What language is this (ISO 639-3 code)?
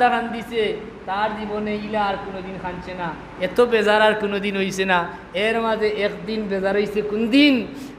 syl